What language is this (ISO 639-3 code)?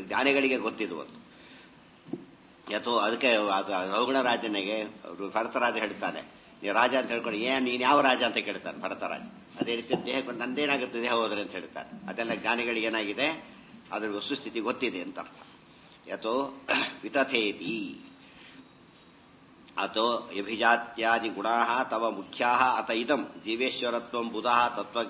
kan